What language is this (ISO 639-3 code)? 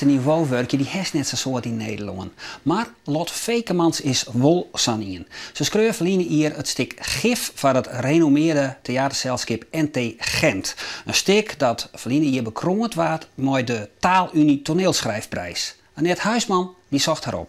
fry